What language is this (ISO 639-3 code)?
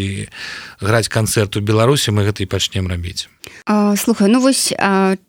bel